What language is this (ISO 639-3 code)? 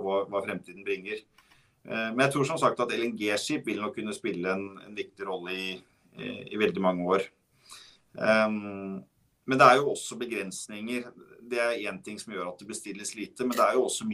nor